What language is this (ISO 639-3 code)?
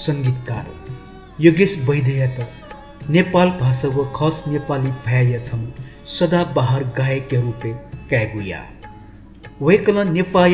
new